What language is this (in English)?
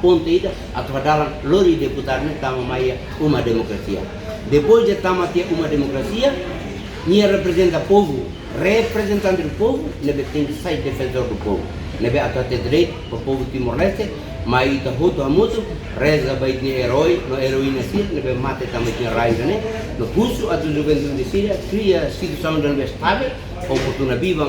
Tetum